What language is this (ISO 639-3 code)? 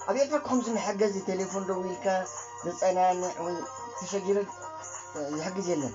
tir